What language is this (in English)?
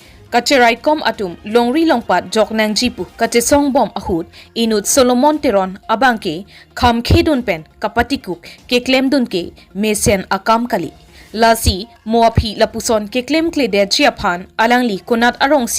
Karbi